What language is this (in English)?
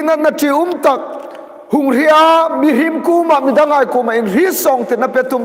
Hmar